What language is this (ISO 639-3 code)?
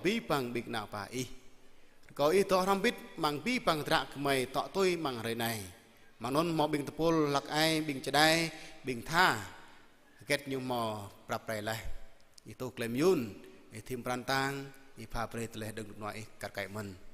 jra